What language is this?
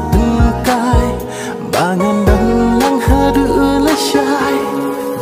Khasi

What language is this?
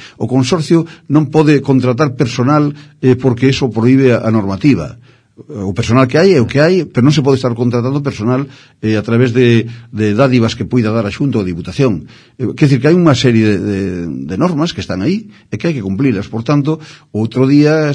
Galician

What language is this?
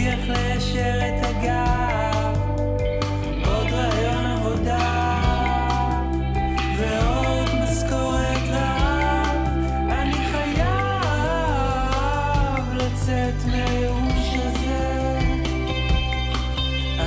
Hebrew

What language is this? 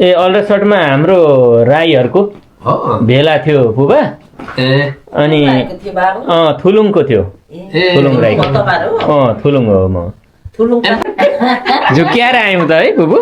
Nepali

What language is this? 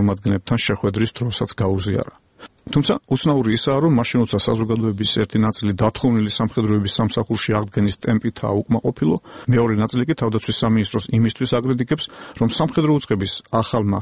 Georgian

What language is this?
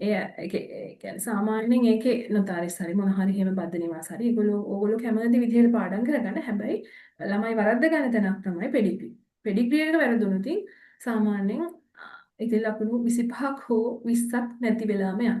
Sinhala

